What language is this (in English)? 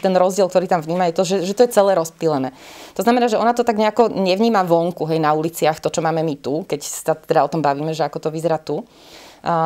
Slovak